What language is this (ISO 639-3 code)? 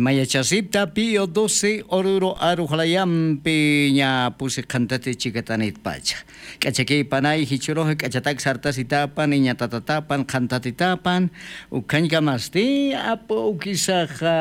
aym